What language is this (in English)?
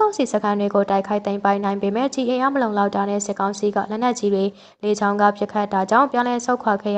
Burmese